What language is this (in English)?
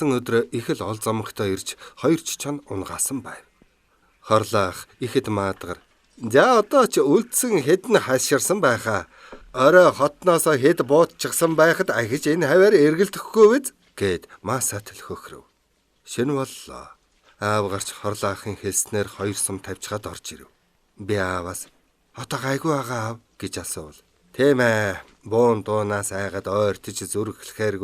Mongolian